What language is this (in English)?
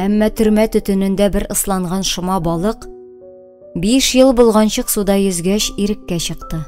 Tatar